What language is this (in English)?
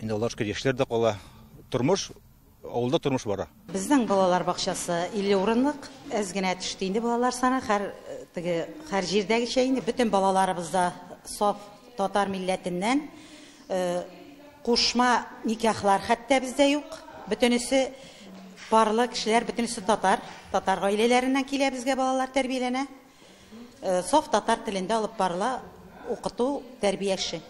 Tatar